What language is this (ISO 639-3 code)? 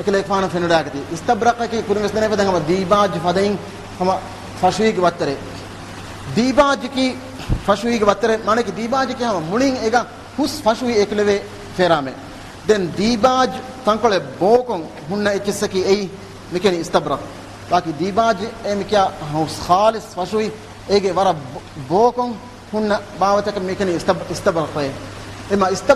div